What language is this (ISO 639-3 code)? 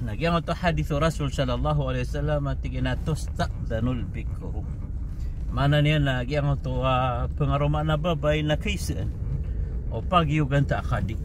mrw